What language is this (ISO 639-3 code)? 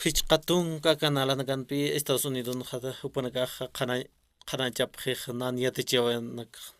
aym